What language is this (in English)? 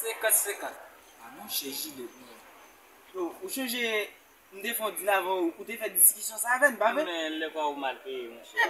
Haitian Creole